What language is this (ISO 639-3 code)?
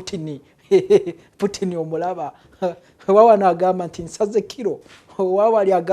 lug